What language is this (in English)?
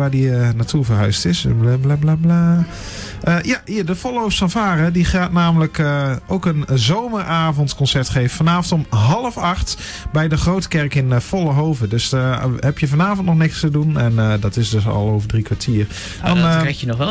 Dutch